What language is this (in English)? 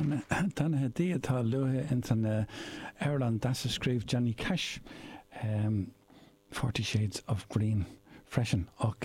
Irish